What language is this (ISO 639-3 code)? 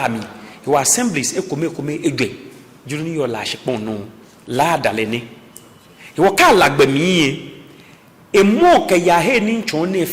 gaa